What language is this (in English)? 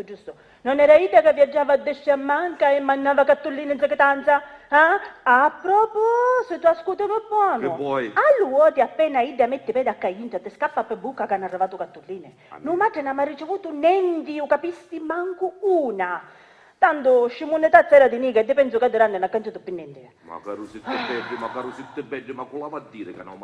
Sicilian